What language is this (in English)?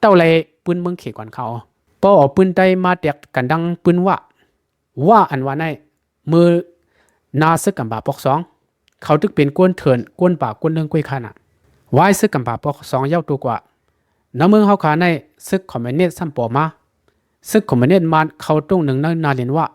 Shan